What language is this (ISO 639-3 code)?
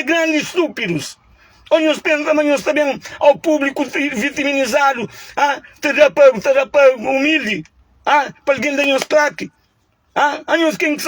kea